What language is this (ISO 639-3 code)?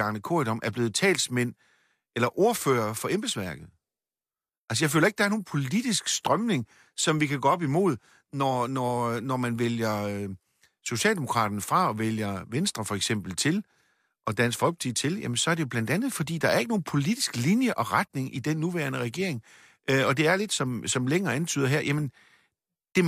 dan